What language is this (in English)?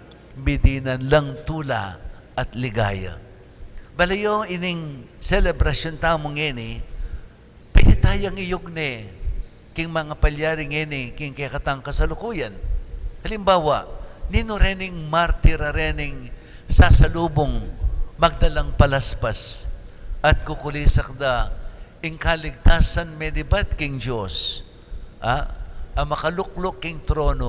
Pampanga